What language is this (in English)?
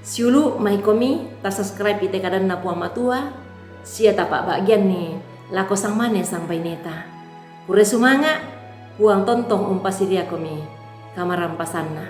Toraja-Sa'dan